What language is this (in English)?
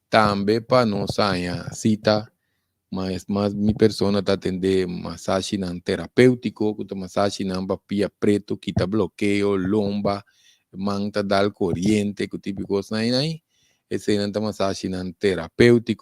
Papiamento